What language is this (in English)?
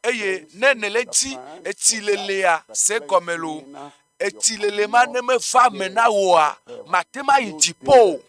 Ewe